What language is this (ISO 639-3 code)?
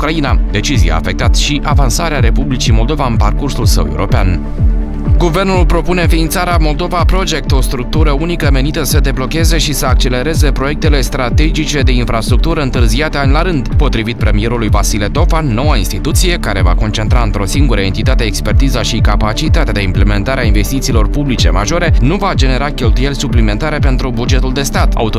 ron